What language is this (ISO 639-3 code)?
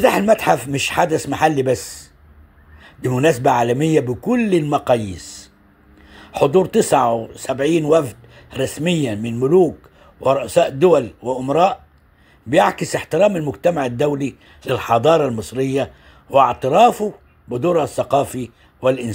arz